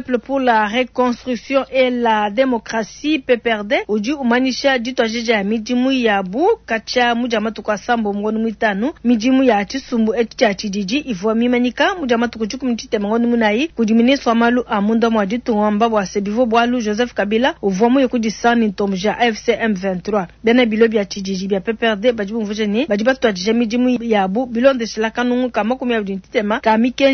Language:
Luba-Lulua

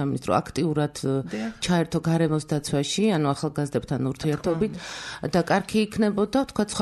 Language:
Georgian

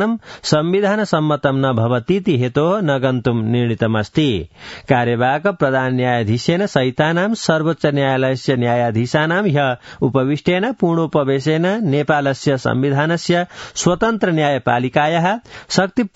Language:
Sanskrit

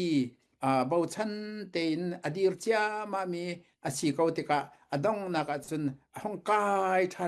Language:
Falam Chin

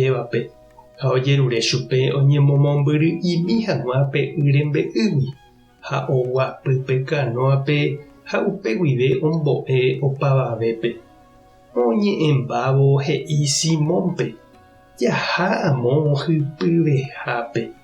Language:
Guarani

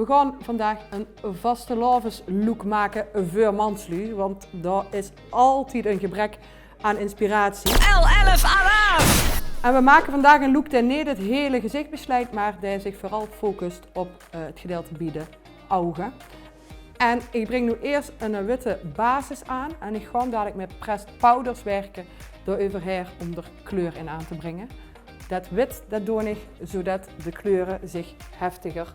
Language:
Limburgish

